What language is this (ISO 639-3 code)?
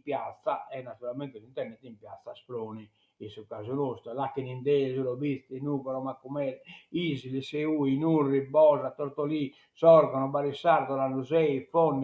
srd